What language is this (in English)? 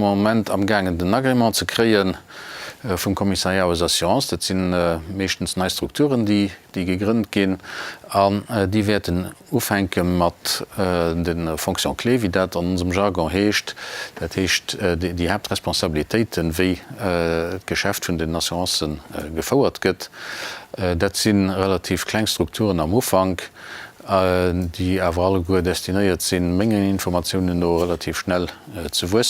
Luxembourgish